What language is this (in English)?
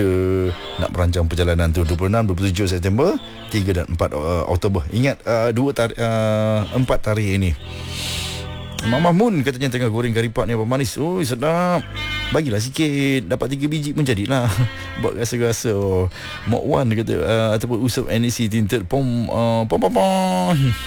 Malay